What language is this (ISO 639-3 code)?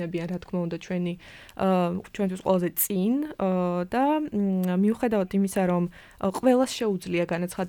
kat